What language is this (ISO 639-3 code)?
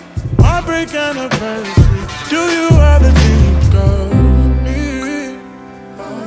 eng